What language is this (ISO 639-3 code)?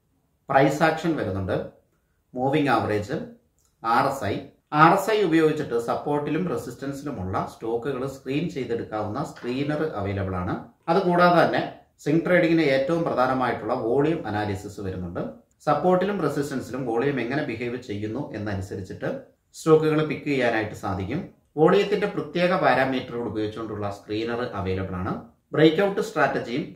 mal